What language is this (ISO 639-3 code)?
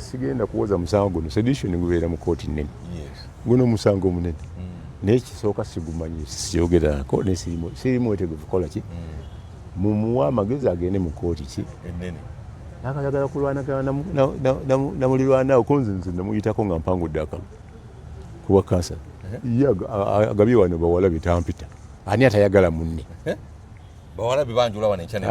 lug